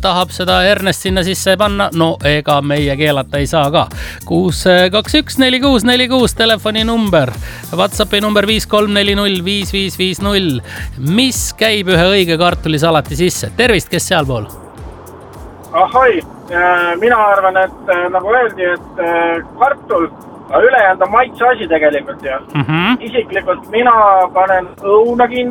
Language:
Estonian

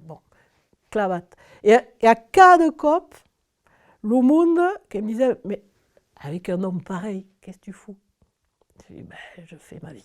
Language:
Occitan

